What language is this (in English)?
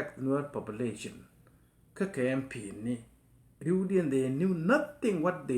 Nuer